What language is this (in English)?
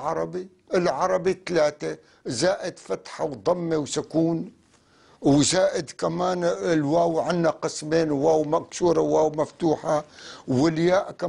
North Levantine Arabic